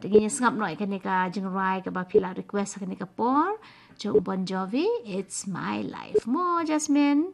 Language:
Khasi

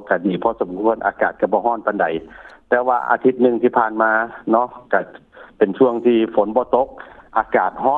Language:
Lao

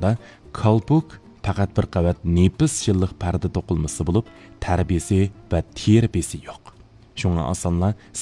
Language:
Uyghur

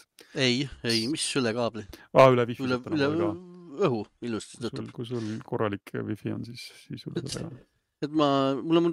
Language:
Estonian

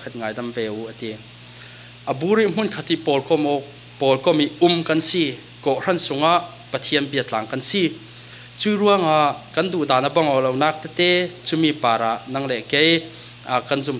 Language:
Falam Chin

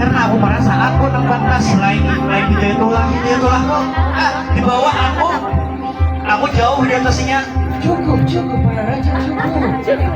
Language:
Banjar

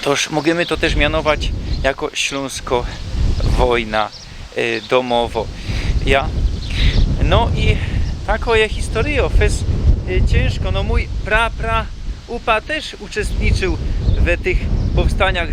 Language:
Silesian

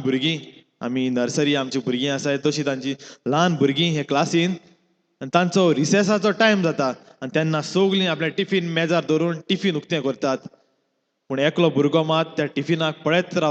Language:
Konkani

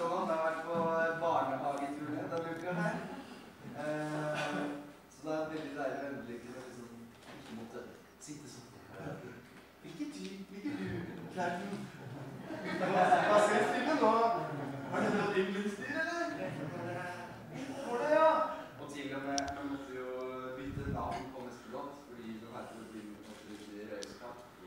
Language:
Norwegian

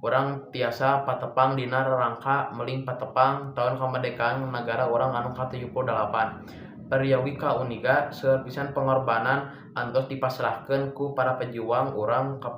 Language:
Sundanese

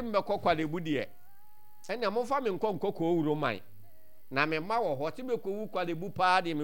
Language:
Akan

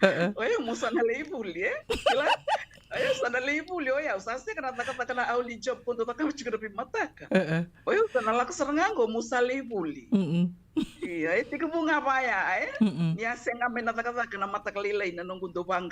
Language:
Fijian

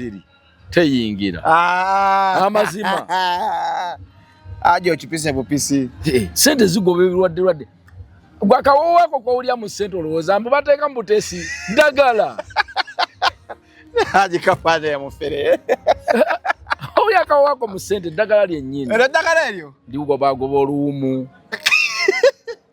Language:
Ganda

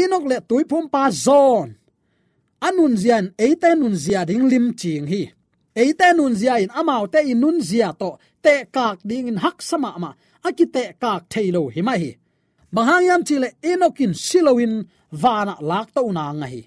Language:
Tedim Chin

